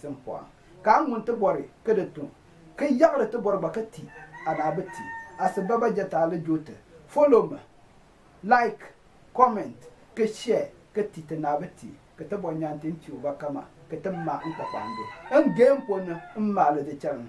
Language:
Konkomba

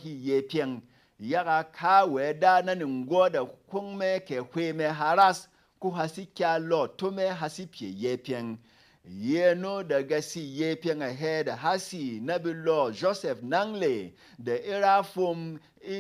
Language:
Berom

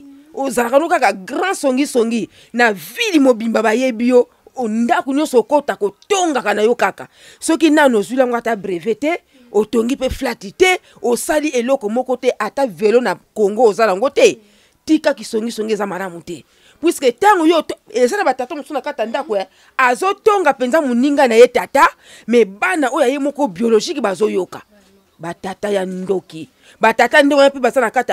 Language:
Lingala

